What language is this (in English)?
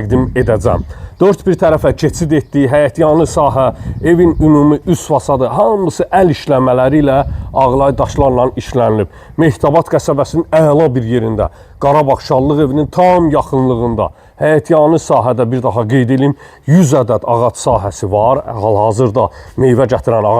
Azerbaijani